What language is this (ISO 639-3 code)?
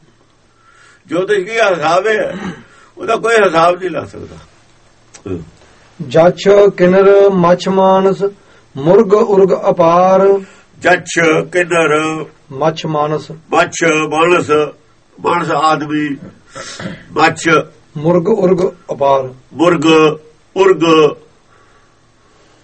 pan